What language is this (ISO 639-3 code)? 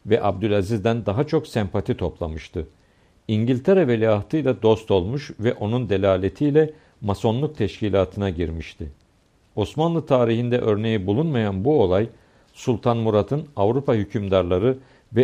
tur